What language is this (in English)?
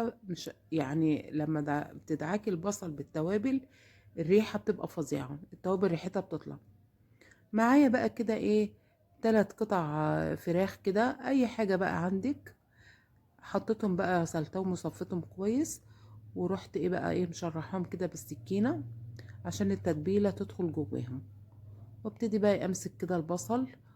Egyptian Arabic